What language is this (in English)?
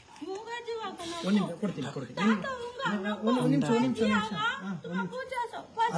Kannada